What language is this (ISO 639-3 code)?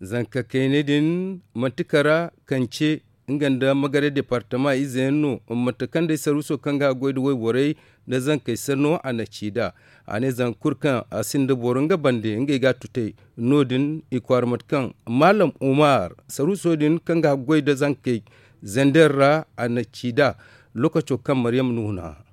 dje